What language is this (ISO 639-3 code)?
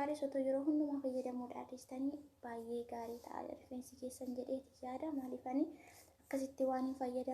orm